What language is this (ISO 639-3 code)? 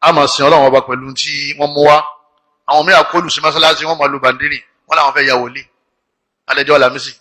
yor